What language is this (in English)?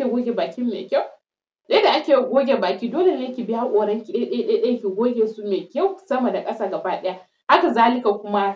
Hausa